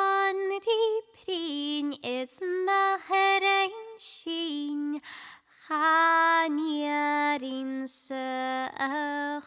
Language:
Scottish Gaelic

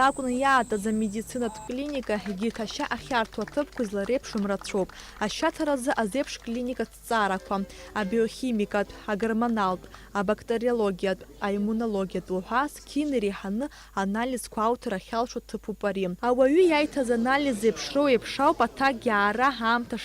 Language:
Abkhazian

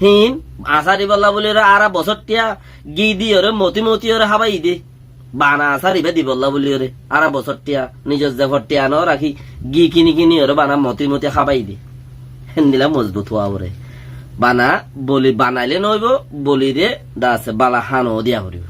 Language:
Rohingya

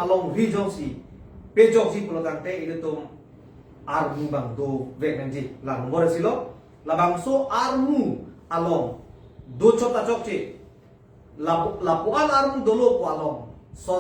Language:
Karbi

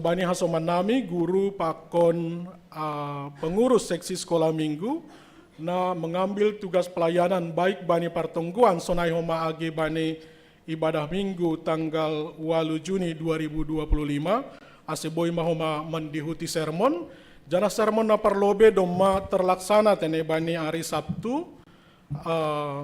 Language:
Batak Simalungun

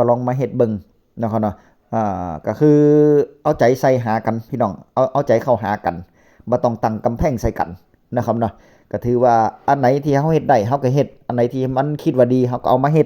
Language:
Northeastern Thai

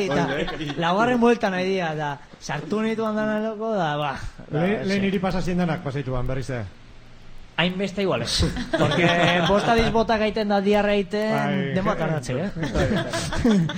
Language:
Basque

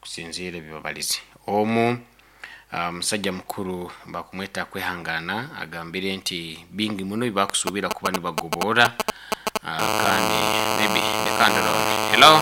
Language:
Nyoro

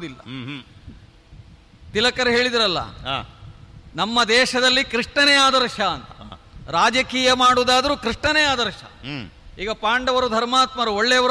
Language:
Kannada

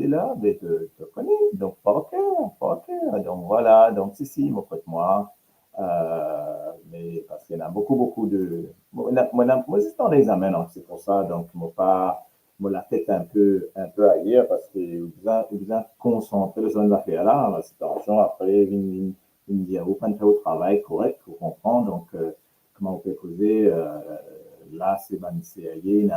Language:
Morisyen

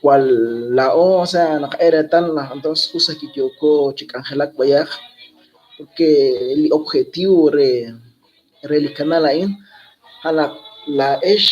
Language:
Kekchí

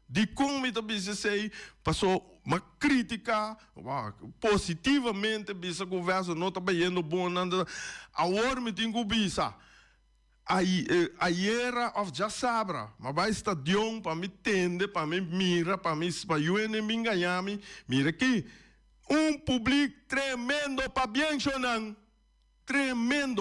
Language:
Papiamento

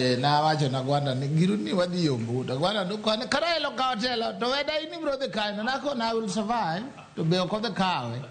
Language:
Luo (Kenya and Tanzania)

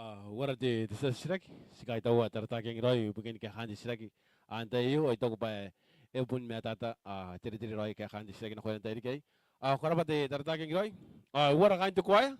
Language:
Gilbertese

